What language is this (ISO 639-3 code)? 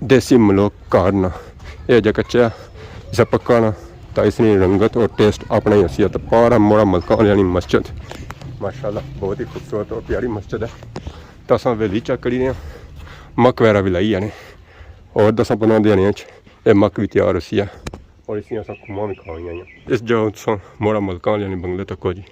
phr